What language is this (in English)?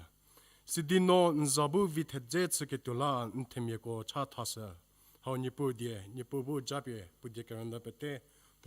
Angami Naga